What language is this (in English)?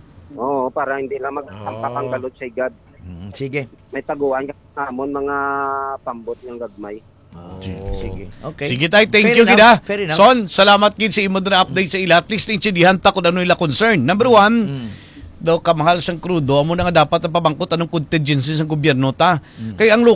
Hiligaynon